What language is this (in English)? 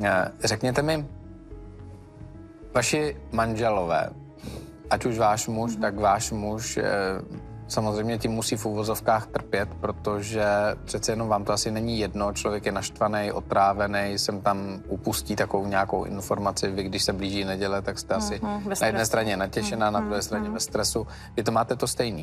Czech